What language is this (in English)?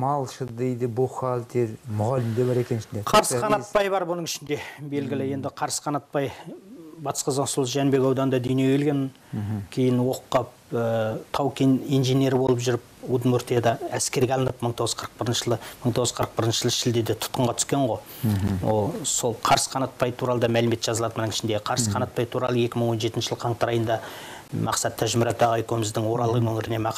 Kazakh